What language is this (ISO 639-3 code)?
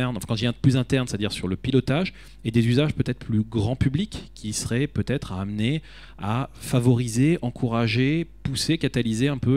fra